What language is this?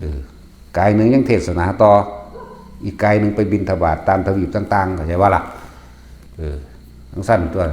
Northeastern Thai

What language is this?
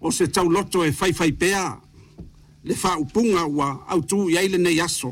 Samoan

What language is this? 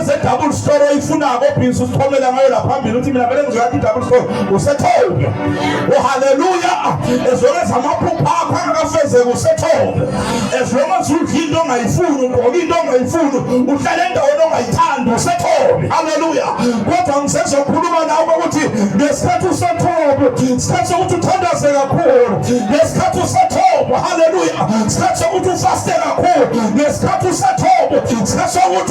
Zulu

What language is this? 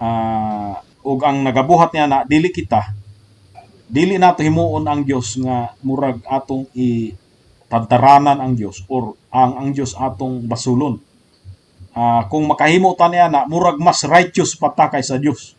Cebuano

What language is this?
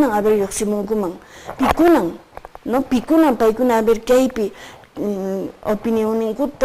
Quechua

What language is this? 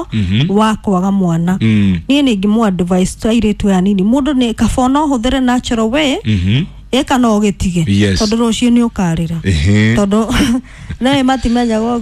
Kikuyu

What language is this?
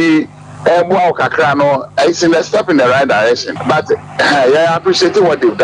Akan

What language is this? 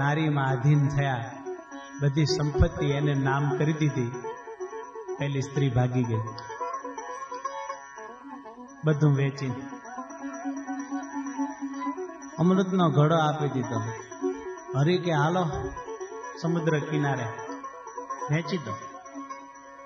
Gujarati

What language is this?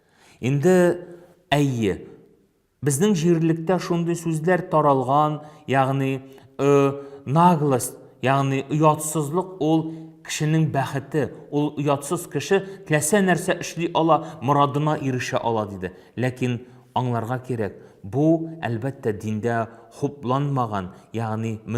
Tatar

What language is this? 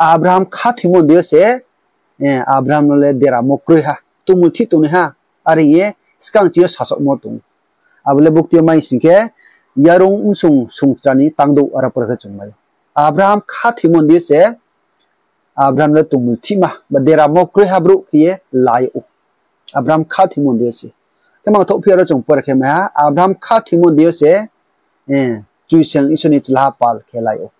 Riang (India)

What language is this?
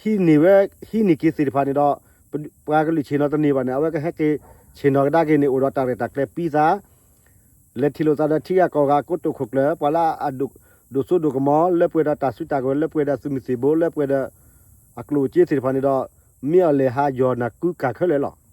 S'gaw Karen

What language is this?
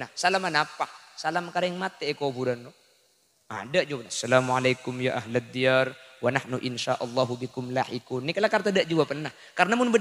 Madurese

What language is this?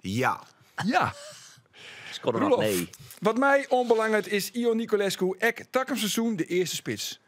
Western Frisian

